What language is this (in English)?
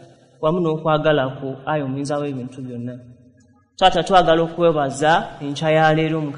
Ganda